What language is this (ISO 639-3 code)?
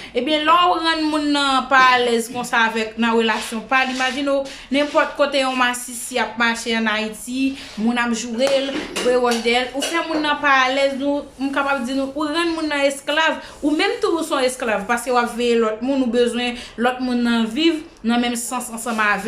hat